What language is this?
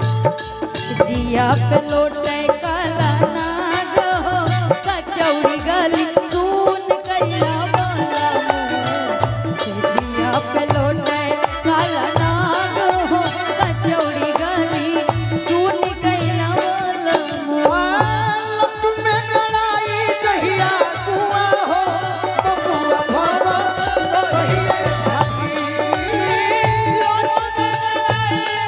Bhojpuri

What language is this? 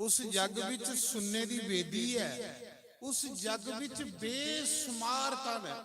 Dogri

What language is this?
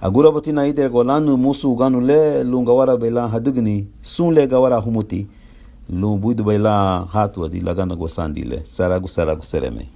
Garifuna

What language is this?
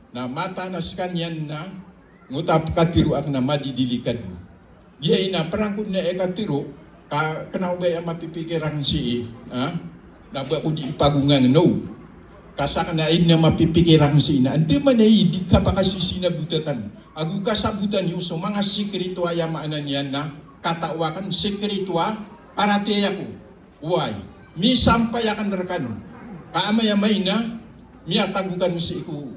Maranao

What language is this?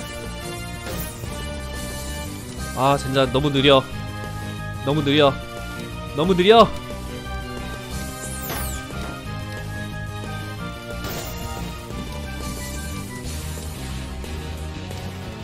Korean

